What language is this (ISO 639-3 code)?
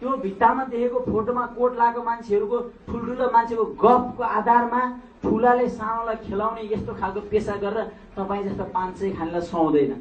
nep